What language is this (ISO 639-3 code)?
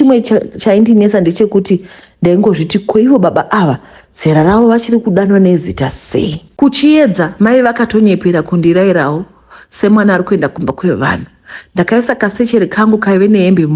sna